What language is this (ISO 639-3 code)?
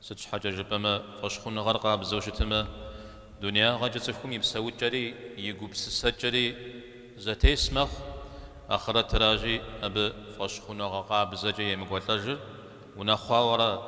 kbd